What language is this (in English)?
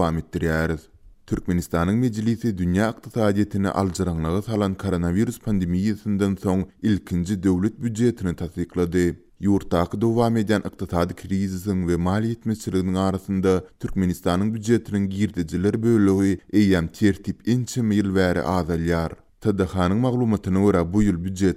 Turkmen